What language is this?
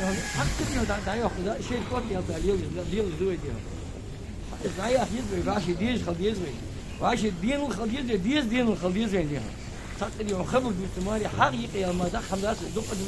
Ingush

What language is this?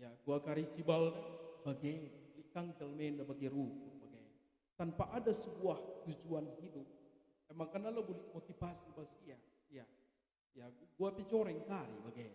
Batak Karo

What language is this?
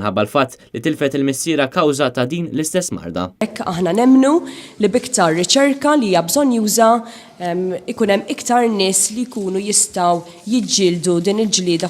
Maltese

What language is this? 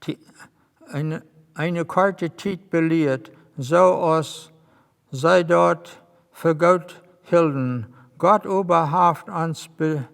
Plautdietsch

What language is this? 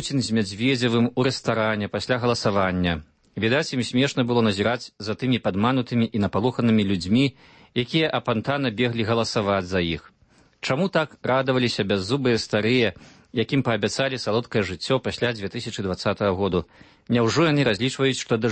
Belarusian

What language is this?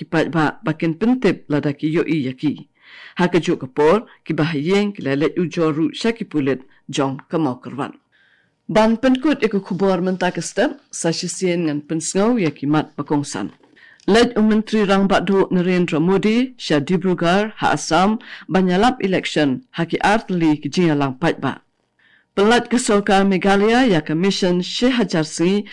Khasi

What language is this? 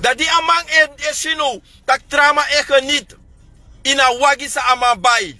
Sranan Tongo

